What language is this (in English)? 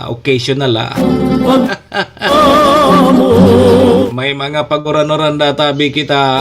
Bikol